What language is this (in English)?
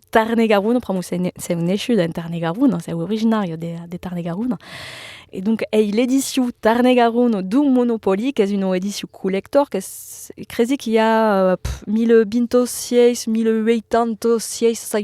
Occitan